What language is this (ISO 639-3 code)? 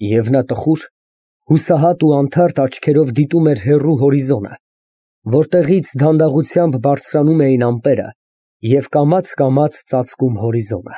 hye